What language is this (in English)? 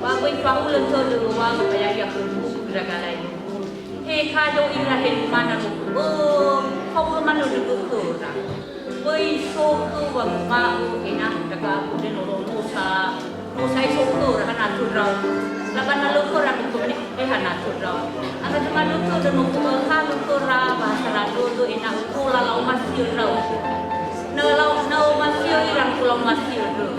Nias